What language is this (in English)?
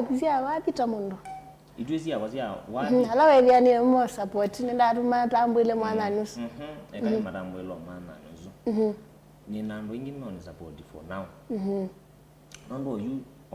Kamba